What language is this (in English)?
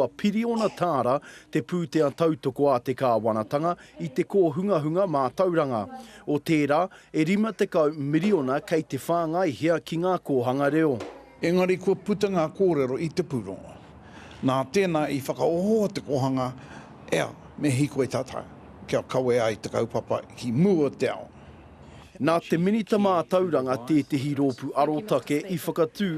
Māori